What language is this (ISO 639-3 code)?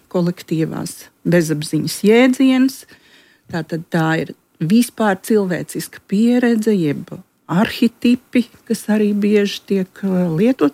lav